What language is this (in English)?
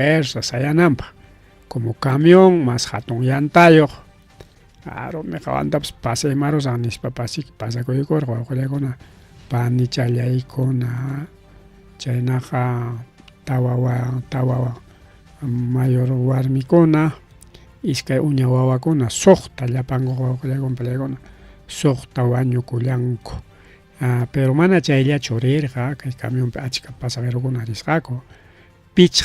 Ayacucho Quechua